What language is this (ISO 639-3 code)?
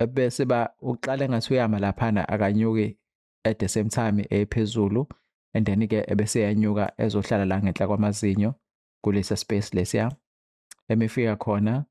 zul